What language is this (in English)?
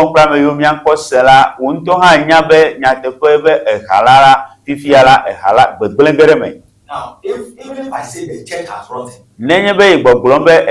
Ewe